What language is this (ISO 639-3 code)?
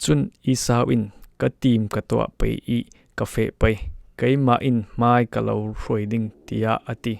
cfm